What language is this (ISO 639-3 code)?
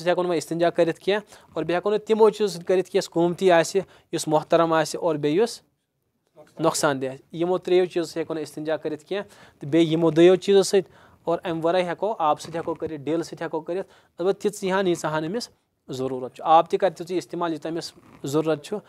kas